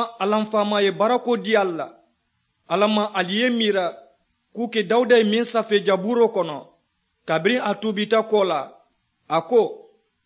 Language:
Mandingo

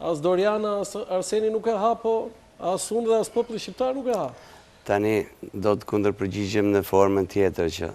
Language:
Albanian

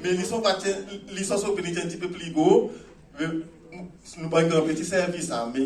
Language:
Seselwa Creole French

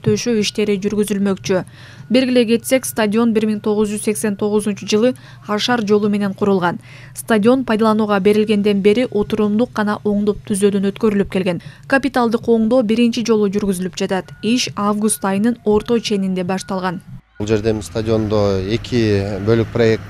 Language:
Kyrgyz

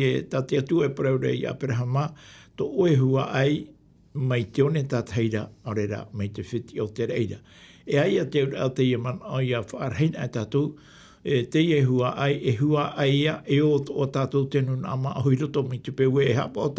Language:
Tahitian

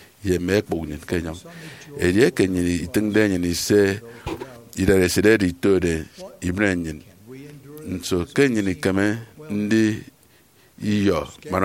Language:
Efik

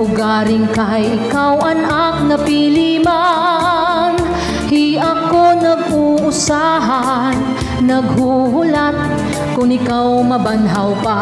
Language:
Waray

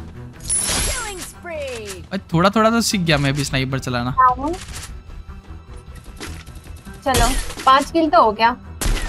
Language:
Hindi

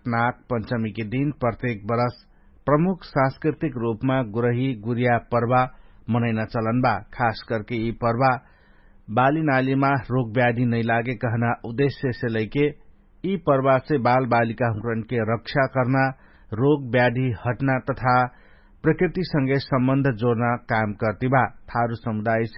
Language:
Dangaura Tharu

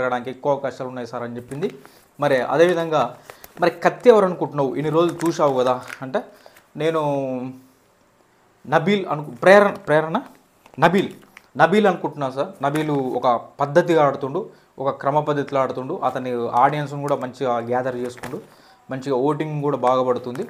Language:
Telugu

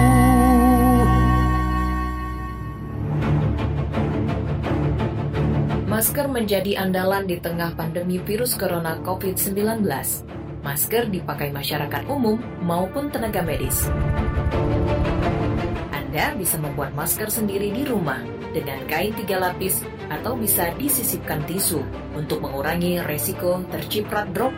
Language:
Indonesian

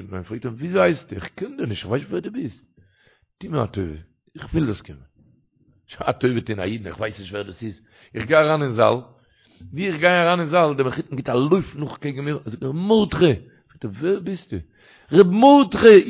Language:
Yiddish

